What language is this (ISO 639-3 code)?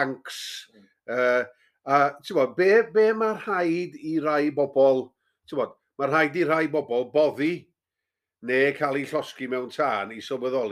cym